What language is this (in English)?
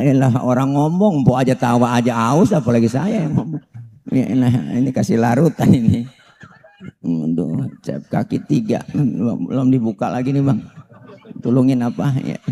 Betawi